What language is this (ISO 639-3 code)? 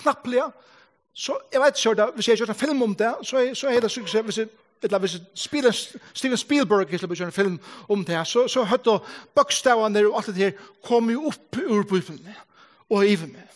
fao